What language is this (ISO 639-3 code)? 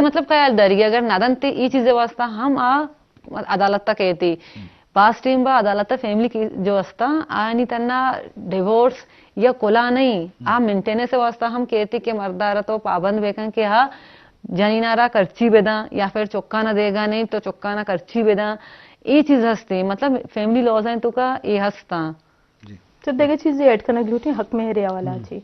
bgp